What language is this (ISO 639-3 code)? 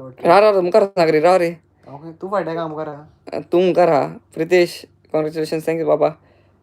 kok